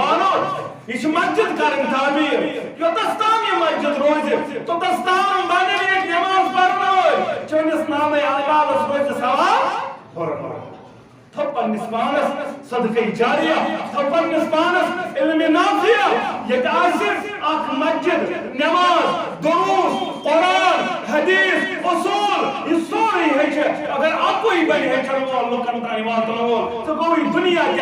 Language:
Kashmiri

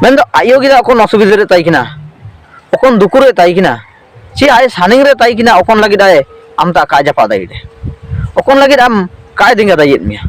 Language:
Ho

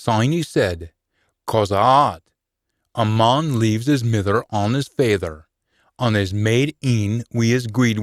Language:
Scots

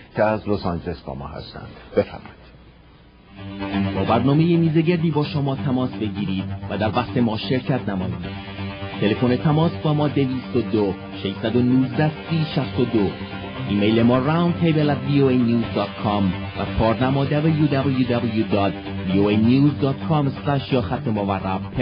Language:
Persian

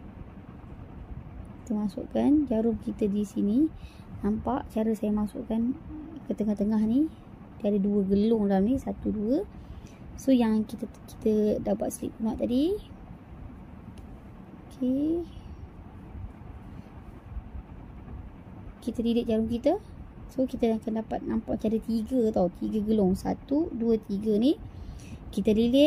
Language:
Malay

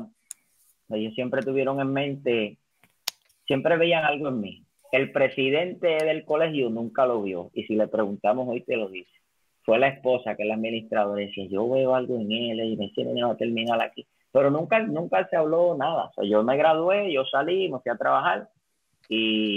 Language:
Spanish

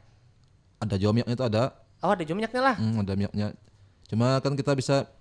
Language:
Banjar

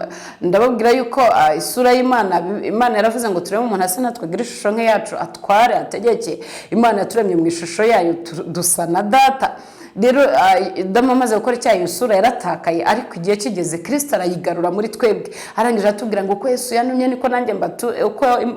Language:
Kinyarwanda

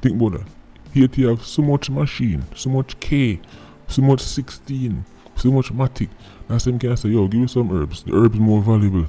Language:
Jamaican Creole English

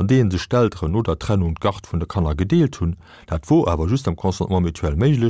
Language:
Luxembourgish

